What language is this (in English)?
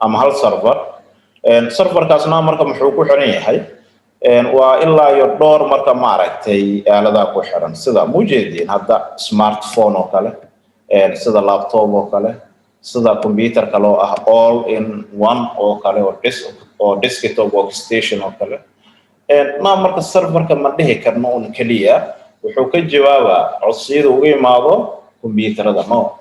Somali